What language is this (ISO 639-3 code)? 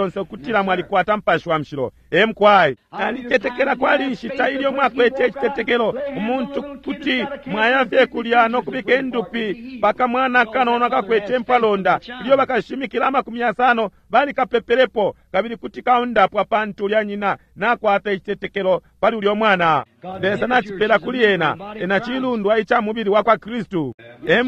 bem